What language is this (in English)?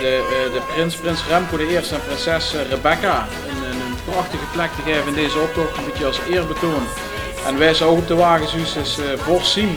Limburgish